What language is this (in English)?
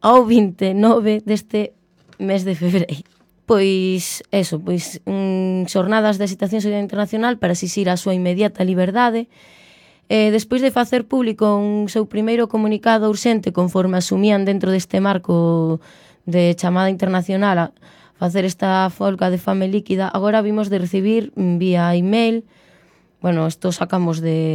Galician